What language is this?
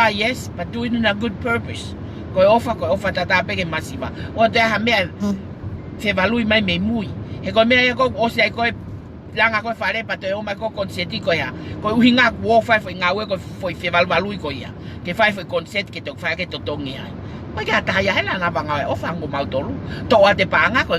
Tongan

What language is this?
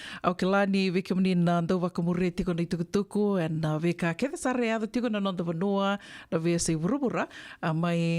Fijian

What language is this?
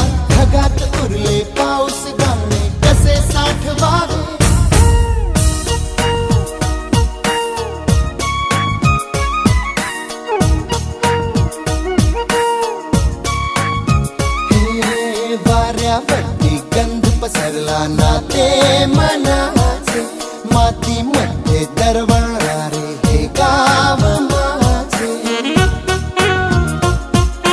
Marathi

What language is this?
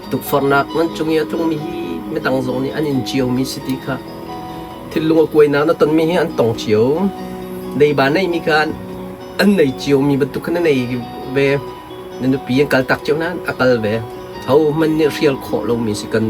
Hakha Chin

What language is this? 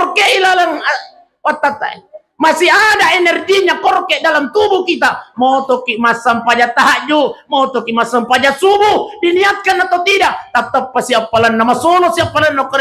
Buginese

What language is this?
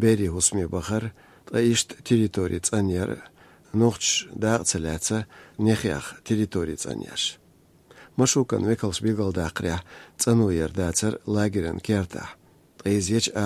Chechen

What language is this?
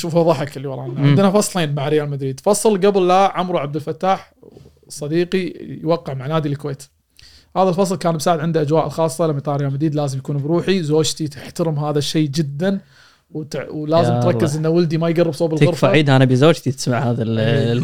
Gulf Arabic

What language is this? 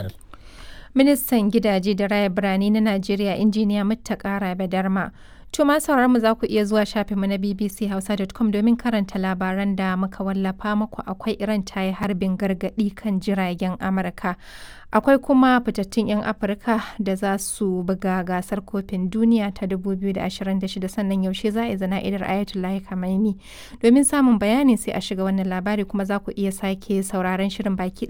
Hausa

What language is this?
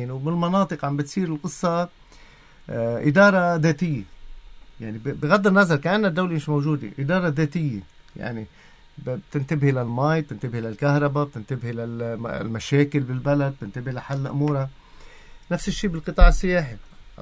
North Levantine Arabic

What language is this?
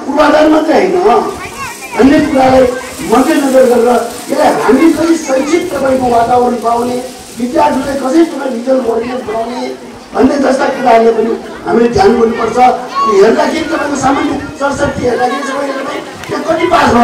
Nepali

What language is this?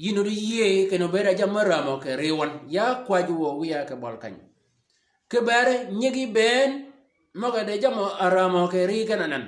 Shilluk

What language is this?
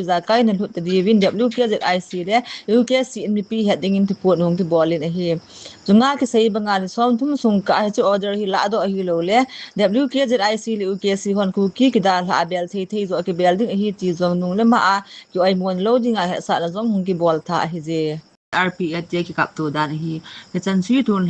Thado Chin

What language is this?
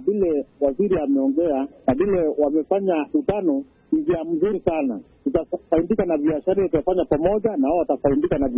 Swahili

